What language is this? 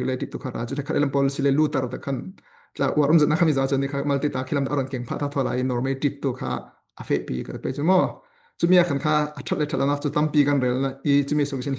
Falam Chin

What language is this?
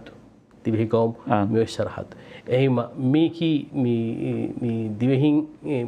Divehi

